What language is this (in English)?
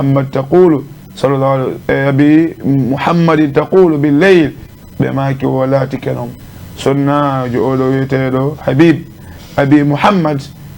Fula